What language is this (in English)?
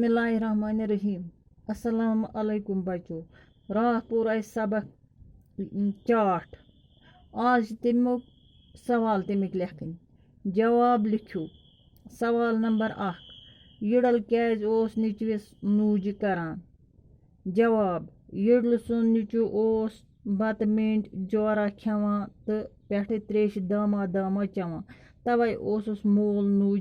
Kashmiri